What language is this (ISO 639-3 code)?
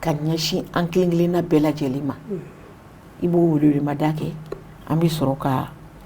bam